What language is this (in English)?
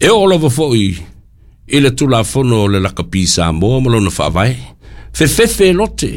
Samoan